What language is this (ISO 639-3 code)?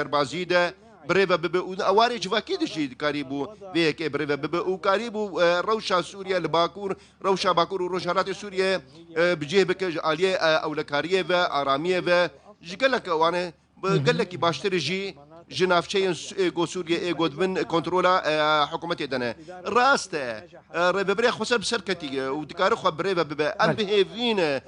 kur